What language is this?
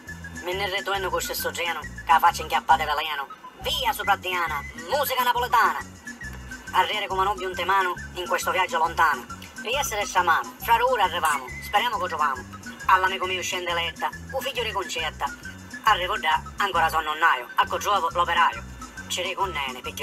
Sicilian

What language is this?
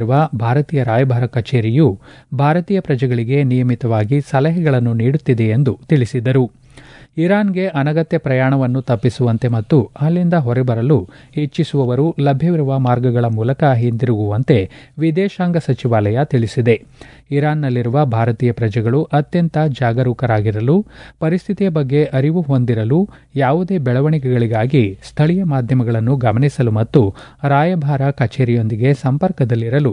Kannada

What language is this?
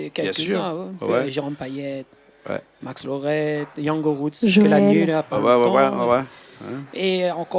Réunion Creole French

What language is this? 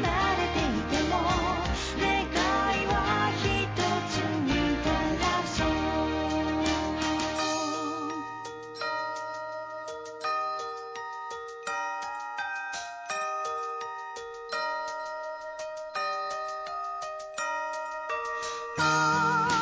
Japanese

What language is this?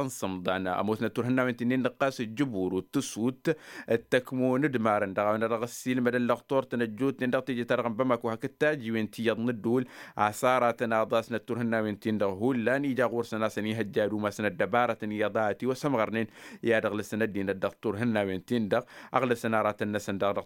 Tamasheq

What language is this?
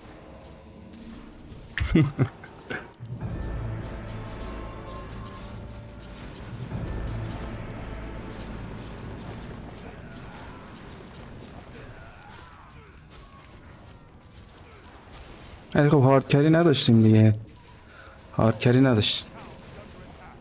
Persian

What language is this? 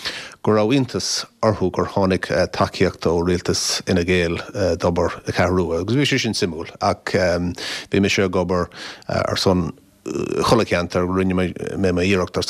Irish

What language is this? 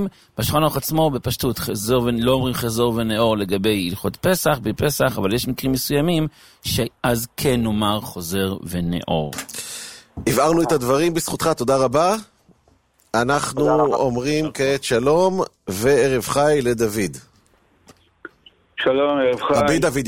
Hebrew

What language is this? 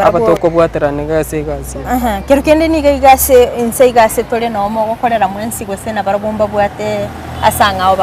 Gusii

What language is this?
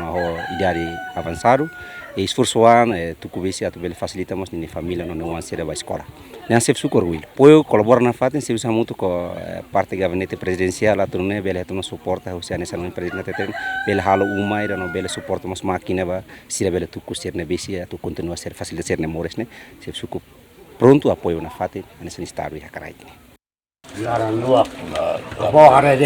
Tetum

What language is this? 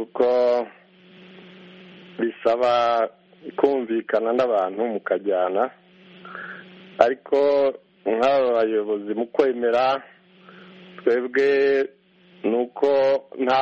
Kinyarwanda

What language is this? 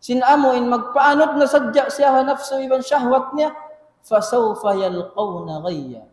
Tausug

